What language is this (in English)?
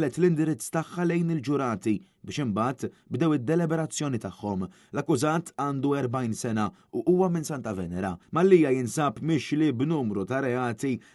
Maltese